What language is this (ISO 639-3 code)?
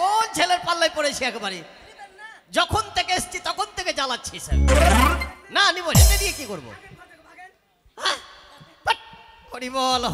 ben